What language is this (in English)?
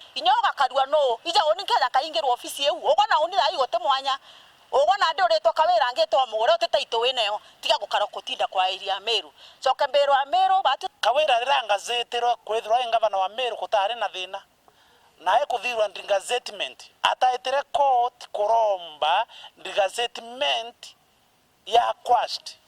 Meru